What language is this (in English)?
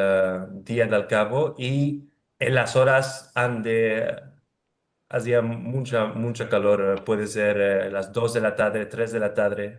Ladino